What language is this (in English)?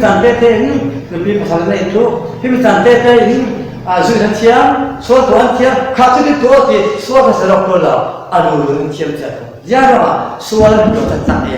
Falam Chin